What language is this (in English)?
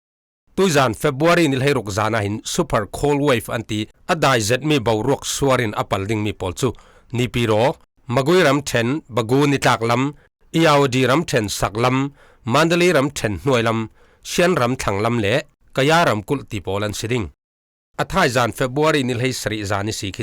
Falam Chin